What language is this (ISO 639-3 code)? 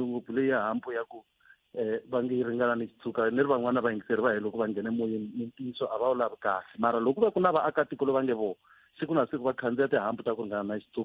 tso